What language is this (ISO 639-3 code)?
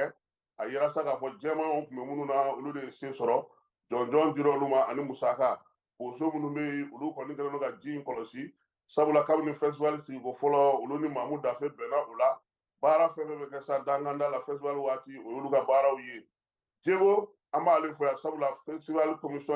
bam